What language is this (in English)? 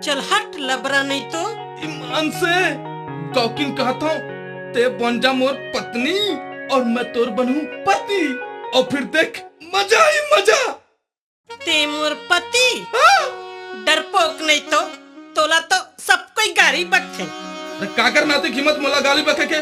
Chhattisgarhi